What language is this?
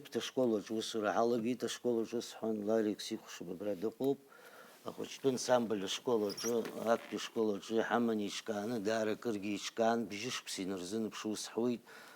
Abkhazian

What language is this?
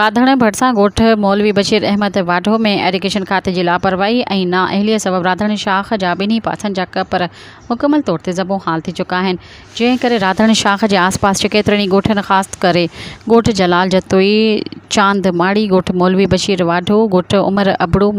Sindhi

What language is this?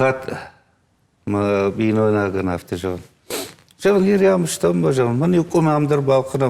Ossetic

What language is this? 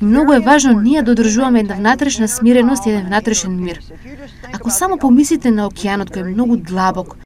Macedonian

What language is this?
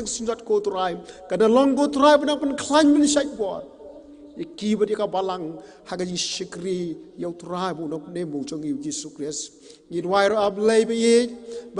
Khasi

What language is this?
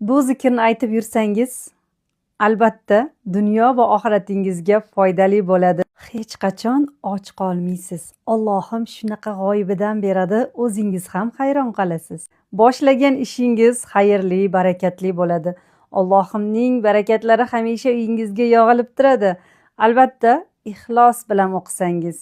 Uzbek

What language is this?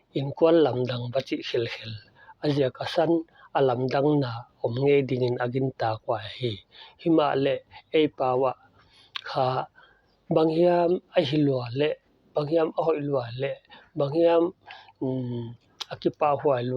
Paite Chin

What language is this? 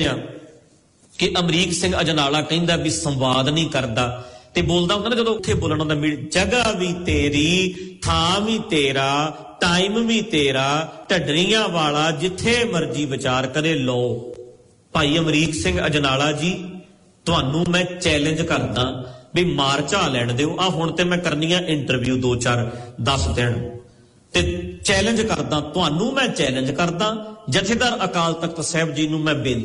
Punjabi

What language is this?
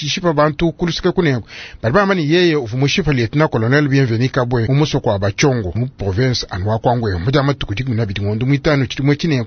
Luba-Lulua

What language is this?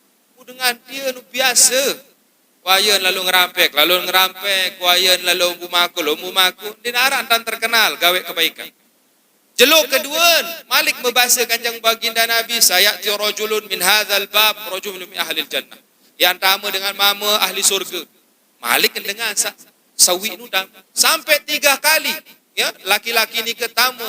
Sasak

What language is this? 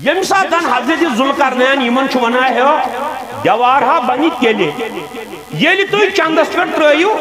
Kashmiri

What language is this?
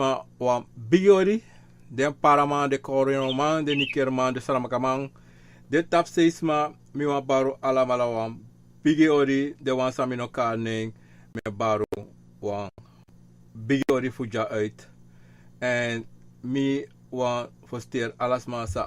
Sranan Tongo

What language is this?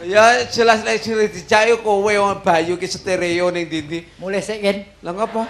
Javanese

